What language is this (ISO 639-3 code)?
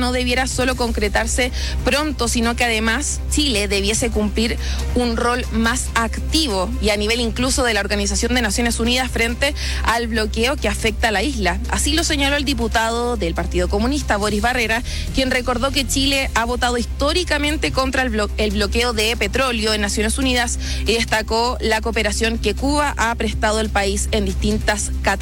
spa